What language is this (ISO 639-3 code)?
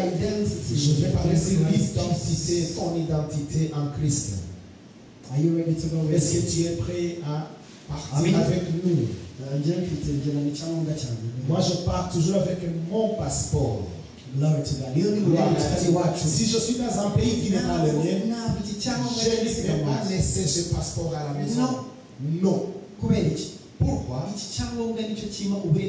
kin